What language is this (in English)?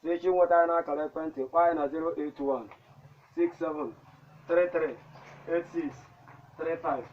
Igbo